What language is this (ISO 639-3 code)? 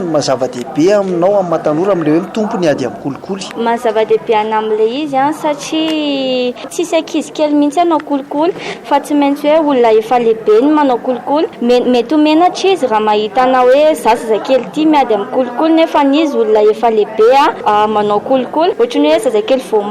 mlg